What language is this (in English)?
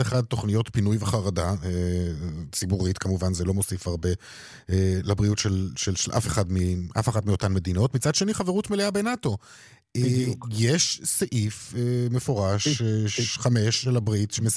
Hebrew